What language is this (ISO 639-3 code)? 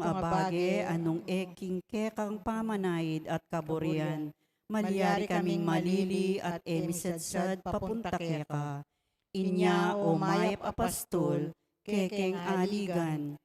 pam